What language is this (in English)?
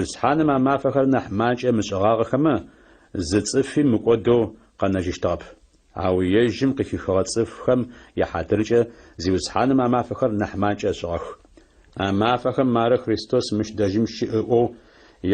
Adyghe